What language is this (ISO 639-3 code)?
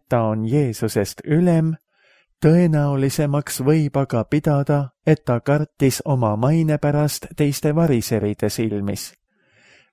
est